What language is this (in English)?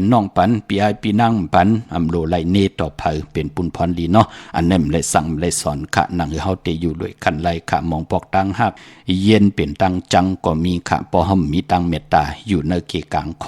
Shan